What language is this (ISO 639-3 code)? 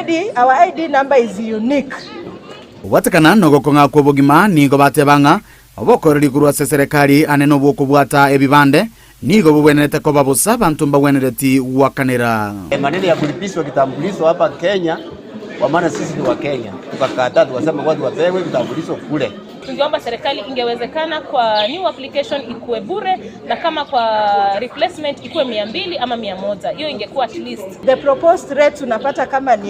guz